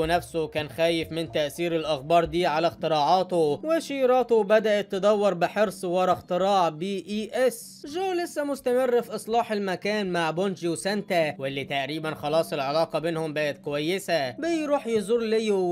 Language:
Egyptian Arabic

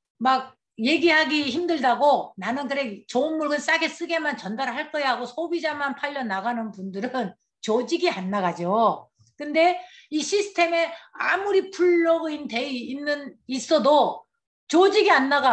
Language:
Korean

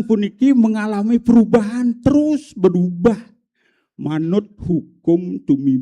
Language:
Balinese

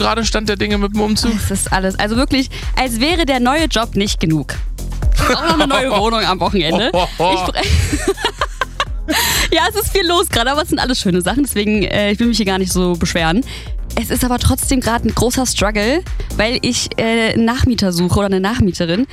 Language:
German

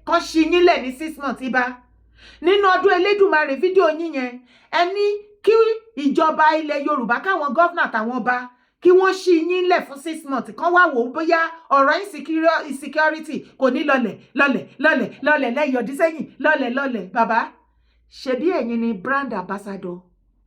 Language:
Yoruba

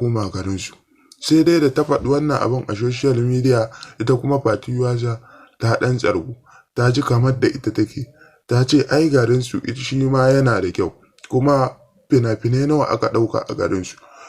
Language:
Hausa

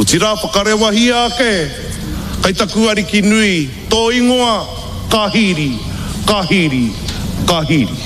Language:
Māori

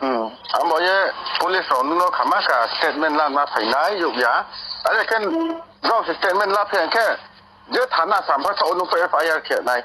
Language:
Riang (India)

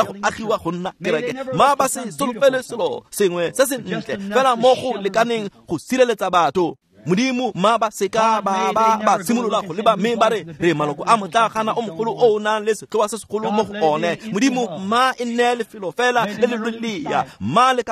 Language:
Tswana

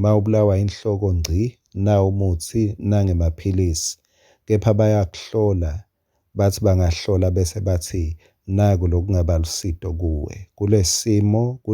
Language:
Swati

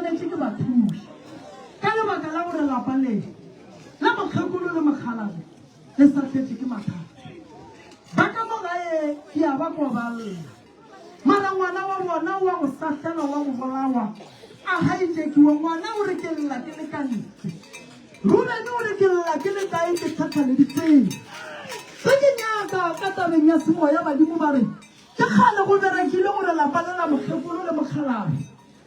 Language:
Northern Sotho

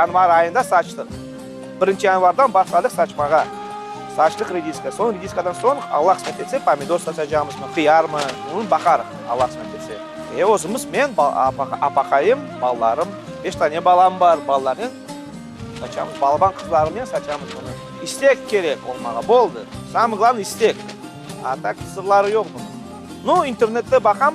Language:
Crimean Tatar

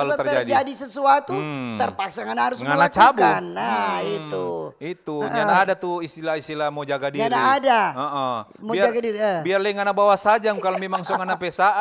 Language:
Manado Malay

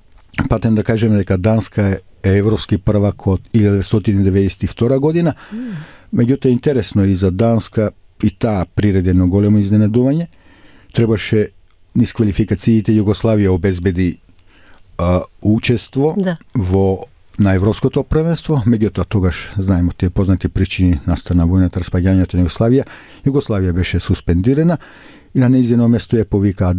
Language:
Macedonian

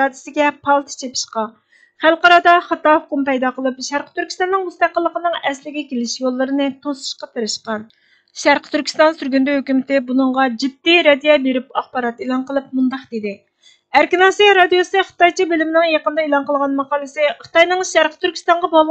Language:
Uyghur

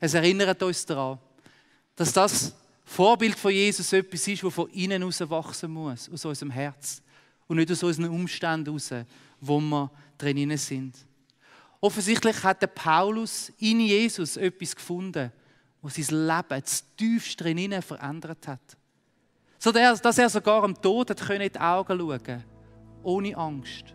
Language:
Swiss German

